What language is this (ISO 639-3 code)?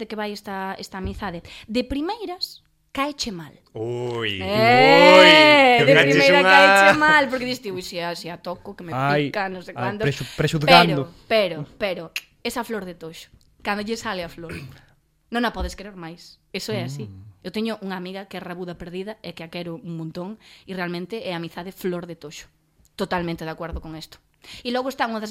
glg